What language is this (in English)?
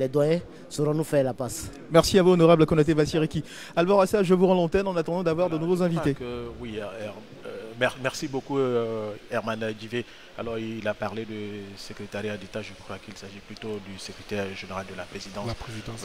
French